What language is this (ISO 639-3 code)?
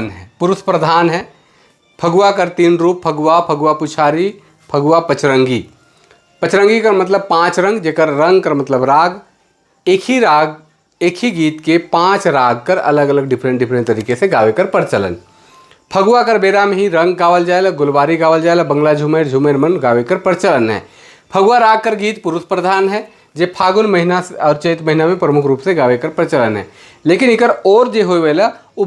sck